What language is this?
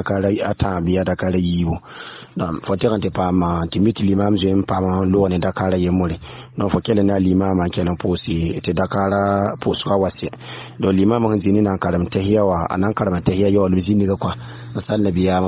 Mossi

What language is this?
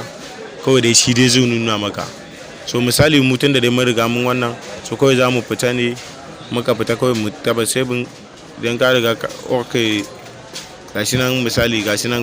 Hausa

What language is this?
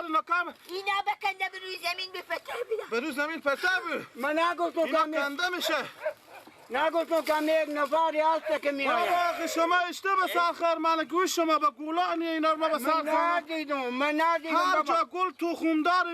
Persian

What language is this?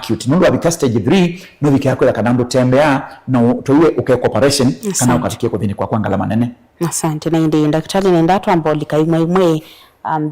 Kamba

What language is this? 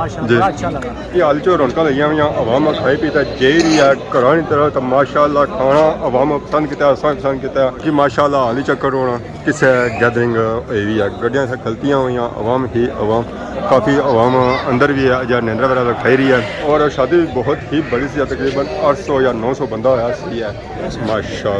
Pahari-Potwari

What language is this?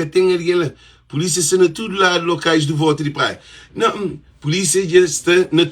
Kabuverdianu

